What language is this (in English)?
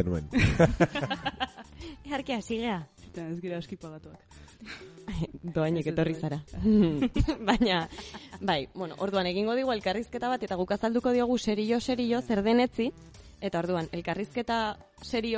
Basque